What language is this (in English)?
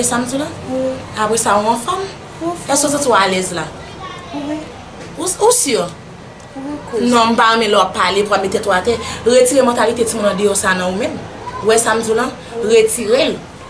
Haitian Creole